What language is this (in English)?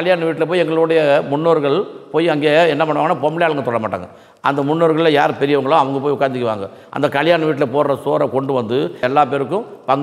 Tamil